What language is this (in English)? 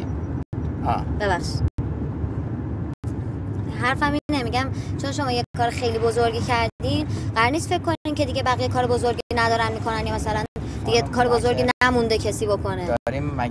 Persian